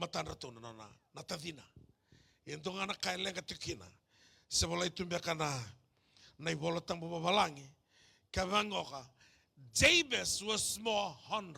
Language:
Fijian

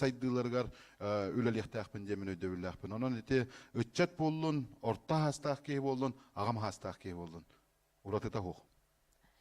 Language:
Yakut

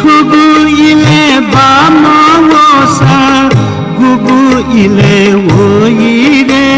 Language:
Newari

